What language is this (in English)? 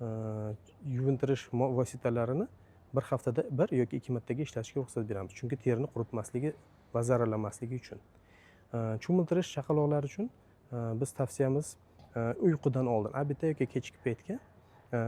Uzbek